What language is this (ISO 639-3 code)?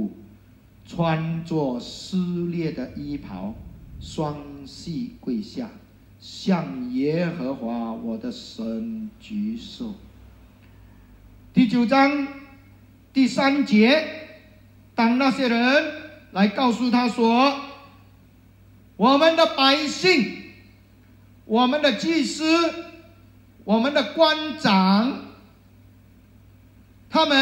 nan